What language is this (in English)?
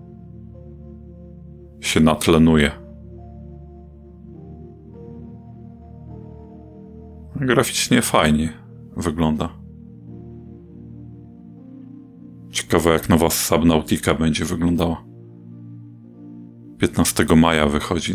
Polish